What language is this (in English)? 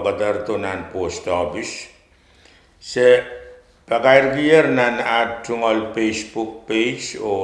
Pohnpeian